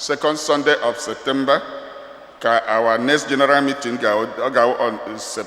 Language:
Igbo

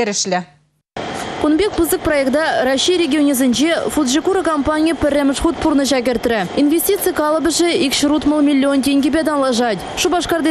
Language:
Chuvash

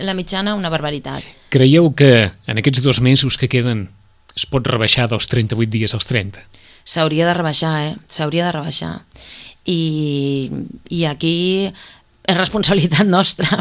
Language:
Catalan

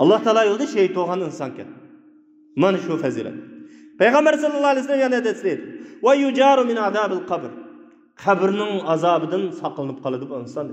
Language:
Uyghur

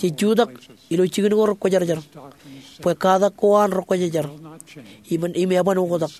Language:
Marshallese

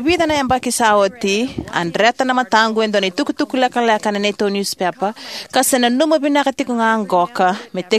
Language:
Fijian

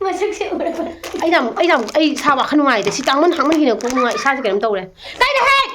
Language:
Manipuri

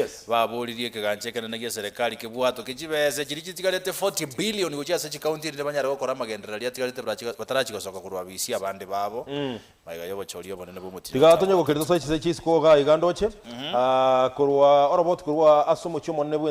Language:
Gusii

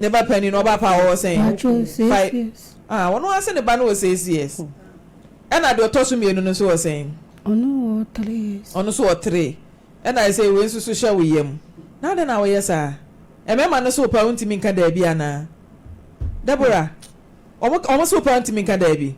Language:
Akan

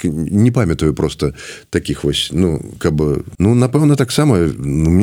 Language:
Belarusian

